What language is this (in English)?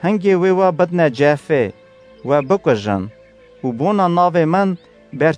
Kurdish